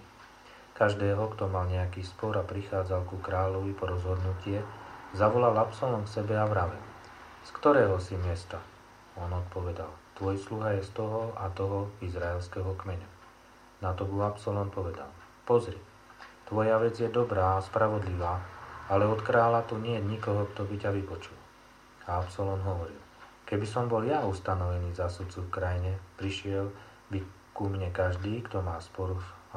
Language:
Slovak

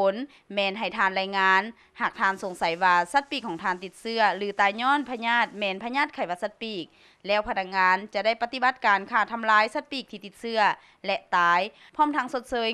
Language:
Lao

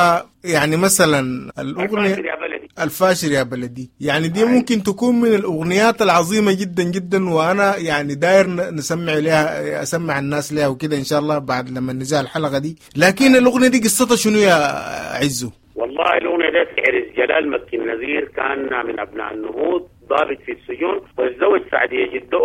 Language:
Sudanese Arabic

